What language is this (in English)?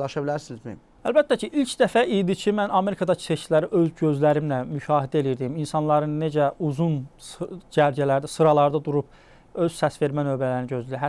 Azerbaijani